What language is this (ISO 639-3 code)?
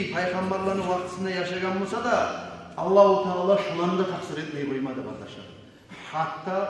kum